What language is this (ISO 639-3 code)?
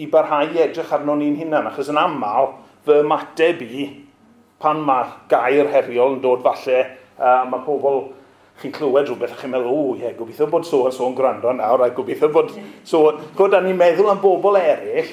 cym